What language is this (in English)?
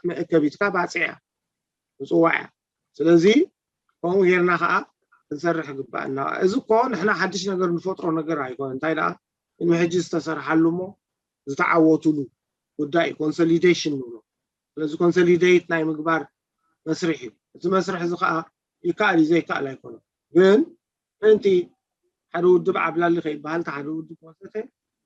Tigrinya